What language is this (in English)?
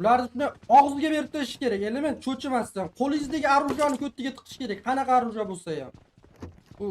Uzbek